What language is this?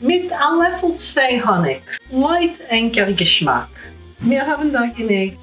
Yiddish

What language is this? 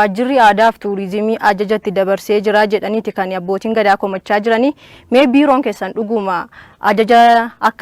Oromo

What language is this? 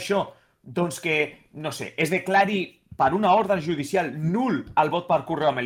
Catalan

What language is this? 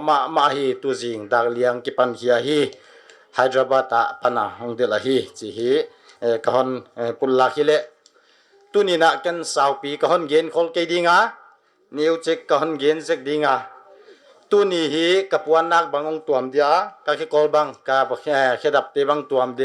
Paite Chin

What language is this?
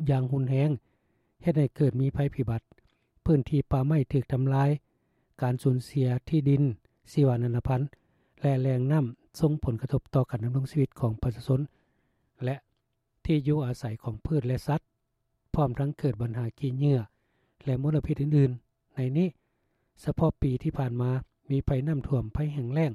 Lao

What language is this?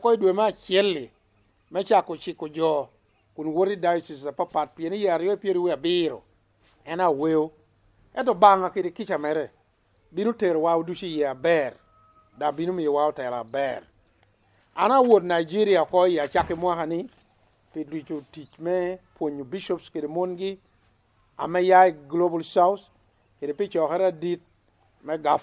Lango (Uganda)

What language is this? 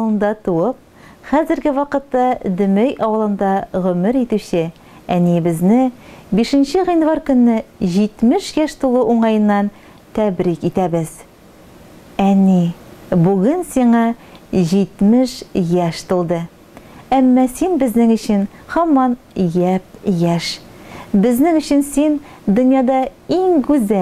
Tatar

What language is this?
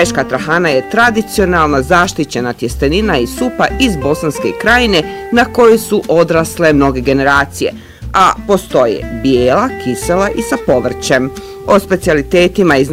Bosnian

